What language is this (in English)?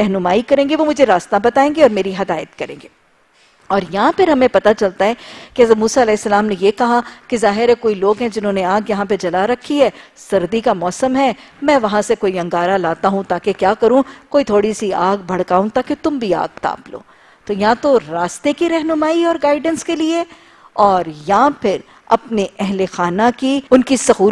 Urdu